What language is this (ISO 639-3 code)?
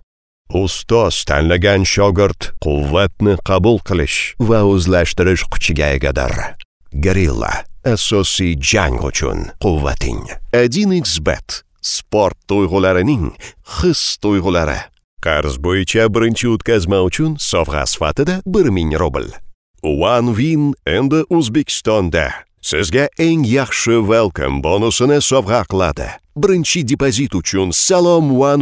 uzb